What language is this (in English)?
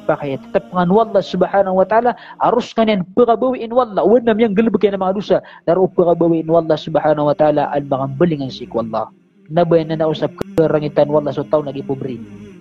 Maranao